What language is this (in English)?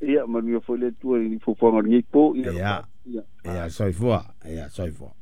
Samoan